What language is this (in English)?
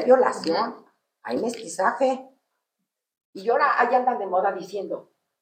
Spanish